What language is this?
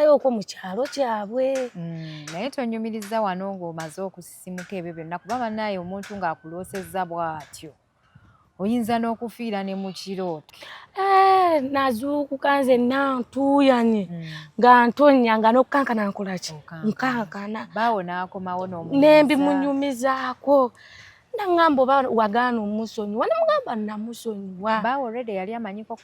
Ganda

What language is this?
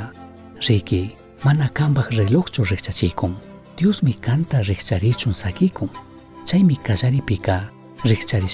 Chimborazo Highland Quichua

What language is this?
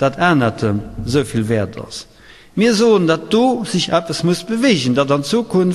Luxembourgish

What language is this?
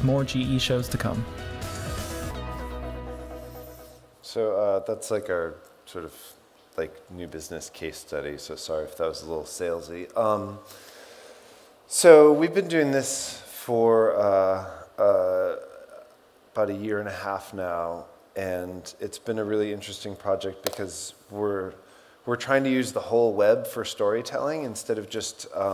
English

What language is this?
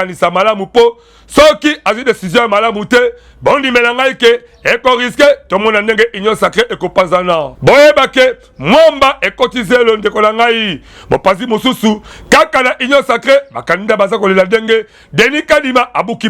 Lingala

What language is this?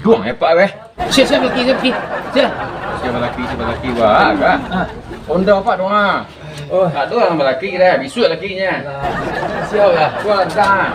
Minangkabau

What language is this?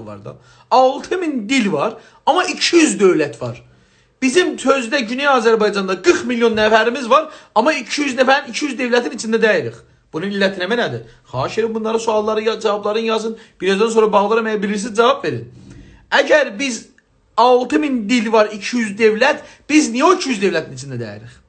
South Azerbaijani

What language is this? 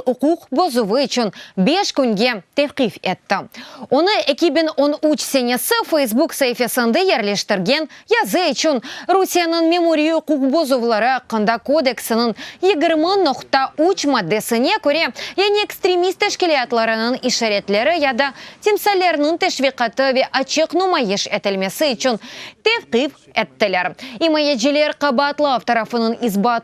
Crimean Tatar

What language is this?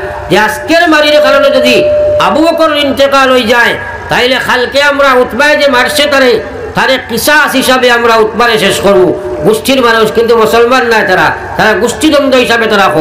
Sylheti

